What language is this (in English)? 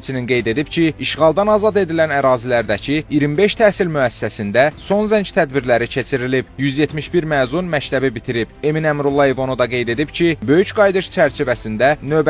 Azerbaijani